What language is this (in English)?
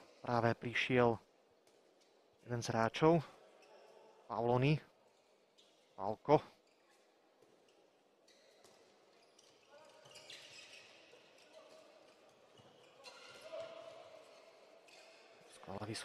Slovak